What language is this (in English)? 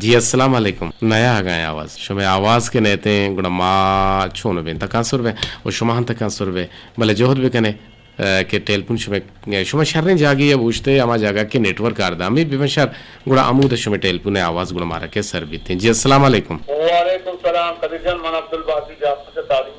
Eastern Balochi